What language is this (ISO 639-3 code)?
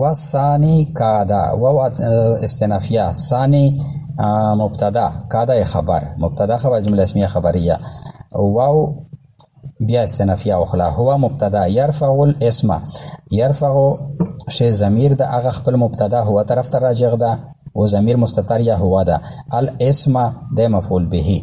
pus